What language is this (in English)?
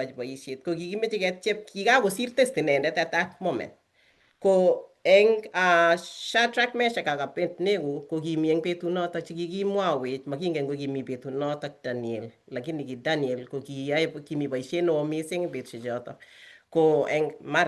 Kalenjin